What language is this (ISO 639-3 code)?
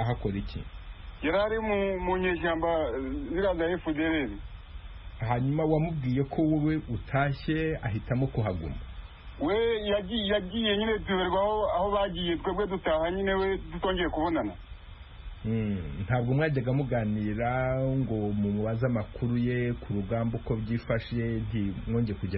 kin